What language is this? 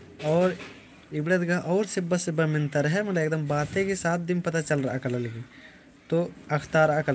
Kurukh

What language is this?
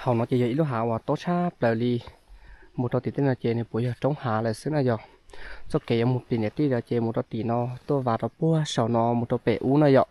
Hmong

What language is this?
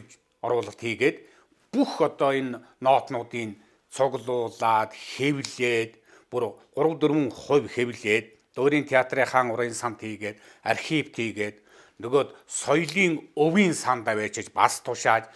Mongolian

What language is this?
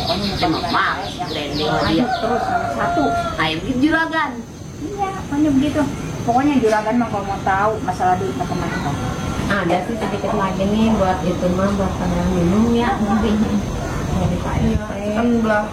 Betawi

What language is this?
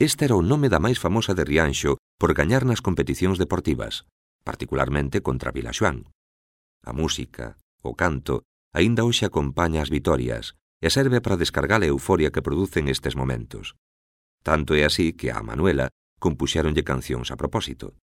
Galician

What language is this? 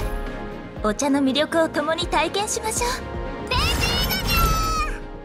Japanese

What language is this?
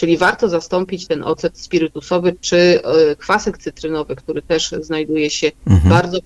Polish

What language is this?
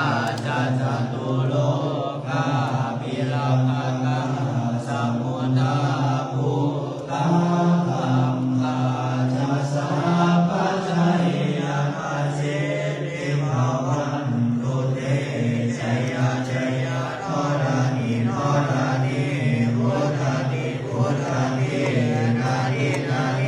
Pali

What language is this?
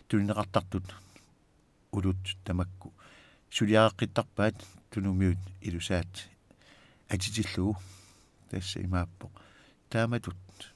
Kalaallisut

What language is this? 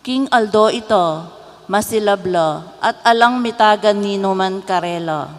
Pampanga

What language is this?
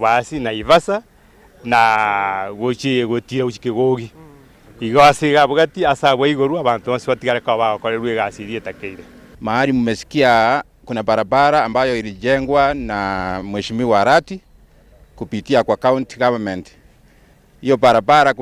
Gusii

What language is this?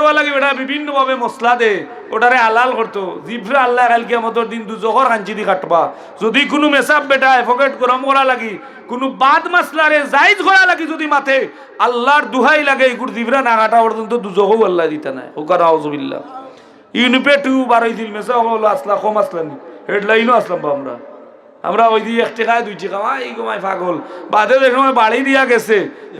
Sylheti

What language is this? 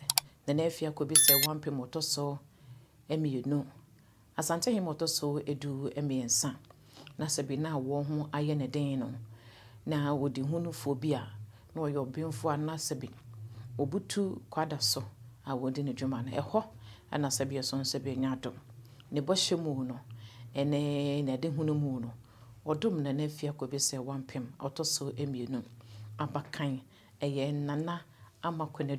Akan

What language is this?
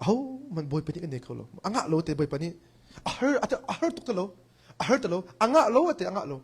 Hakha Chin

